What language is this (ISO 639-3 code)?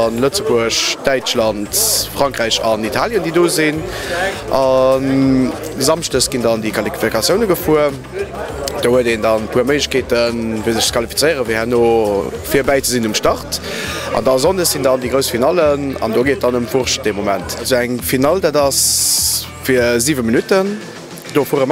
ltz